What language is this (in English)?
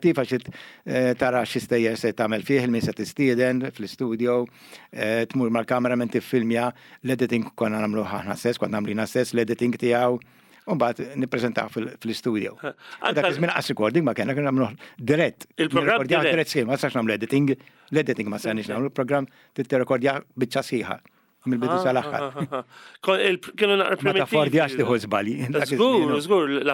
Maltese